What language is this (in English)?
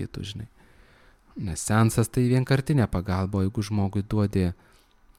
Lithuanian